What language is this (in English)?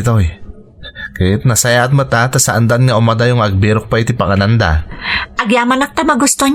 Iloko